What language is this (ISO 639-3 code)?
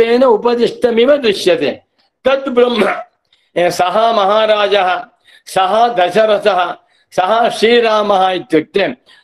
san